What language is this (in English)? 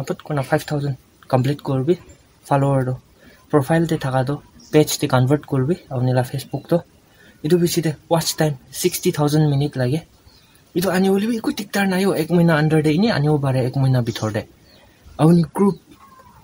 Naga Pidgin